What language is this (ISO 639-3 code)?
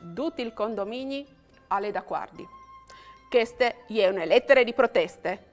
fur